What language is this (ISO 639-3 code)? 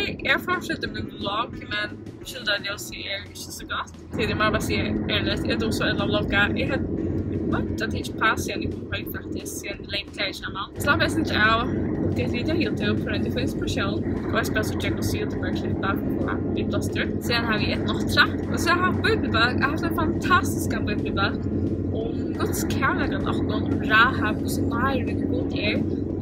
fao